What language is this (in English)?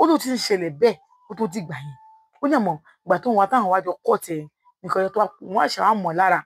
Yoruba